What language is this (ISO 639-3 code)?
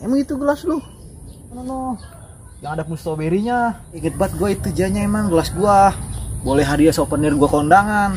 bew